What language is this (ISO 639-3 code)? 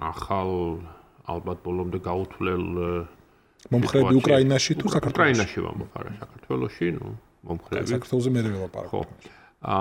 kat